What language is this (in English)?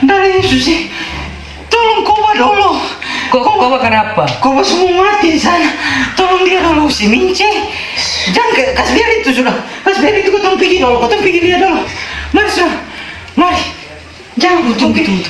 Ambonese Malay